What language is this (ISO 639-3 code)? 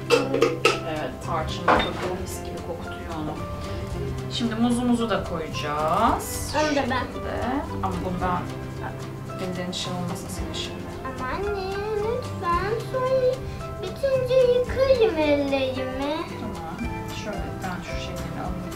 tur